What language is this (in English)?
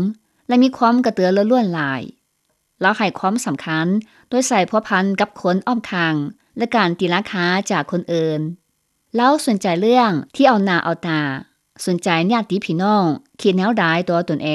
Lao